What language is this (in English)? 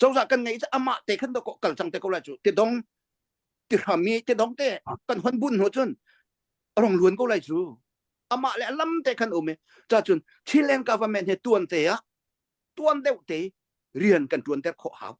Hakha Chin